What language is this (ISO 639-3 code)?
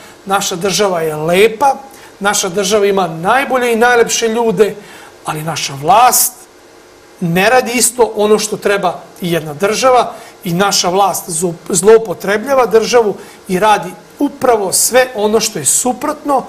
srp